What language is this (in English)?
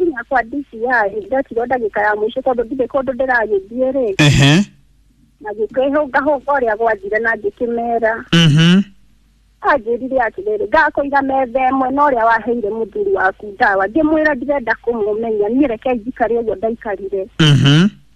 Kikuyu